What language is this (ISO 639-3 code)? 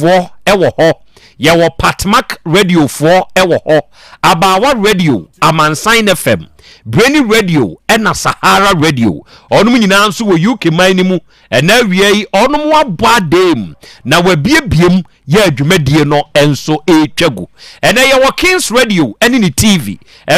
aka